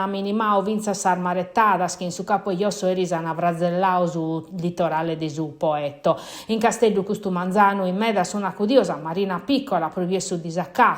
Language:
Sardinian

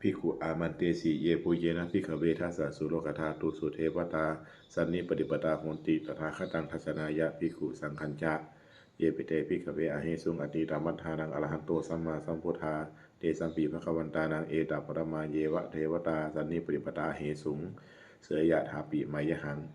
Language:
Pali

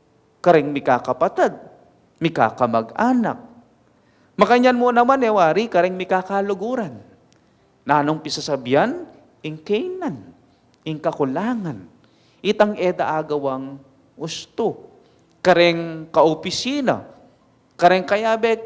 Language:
Pampanga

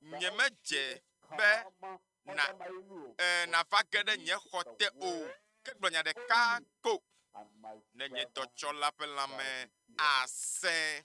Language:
Ewe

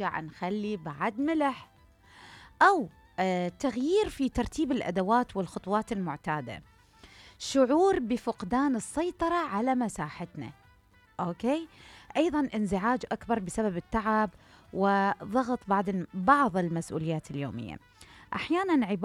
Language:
Mesopotamian Arabic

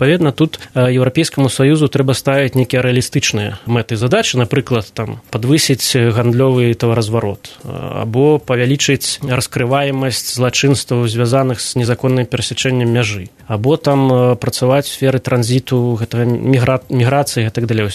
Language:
Belarusian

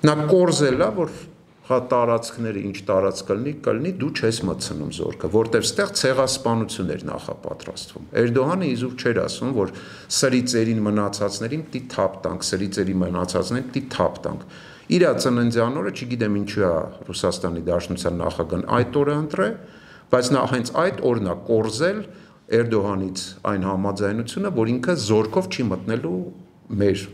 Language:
Armenian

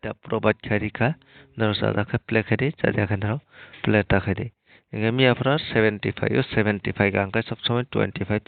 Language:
Kok Borok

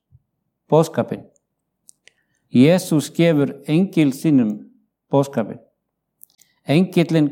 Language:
Icelandic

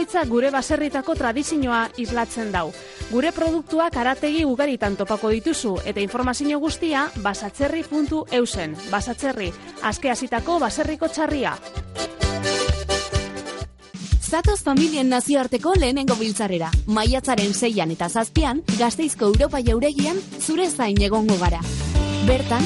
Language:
Basque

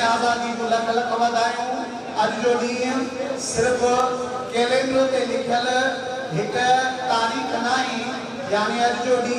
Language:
Sindhi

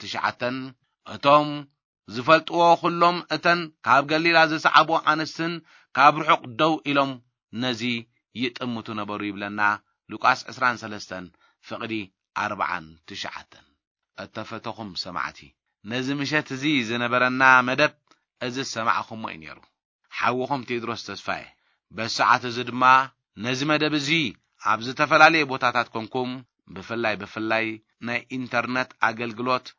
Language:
Tigrinya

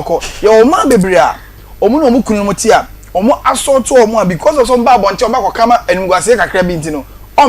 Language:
Akan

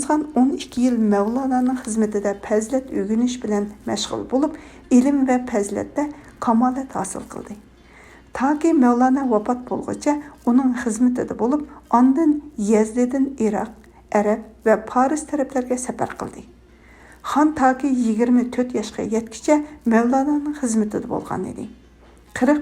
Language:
Uyghur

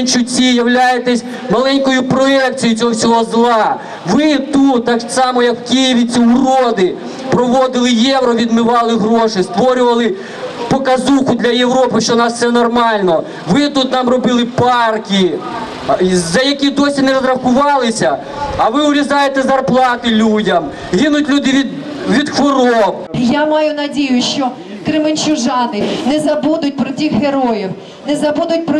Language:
Ukrainian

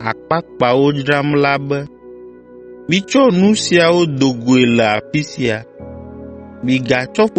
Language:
Ewe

